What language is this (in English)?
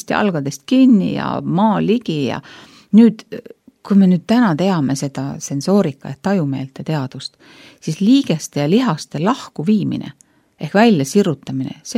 Estonian